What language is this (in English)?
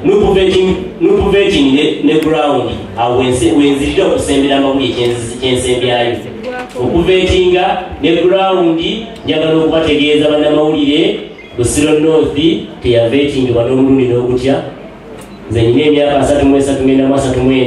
Ganda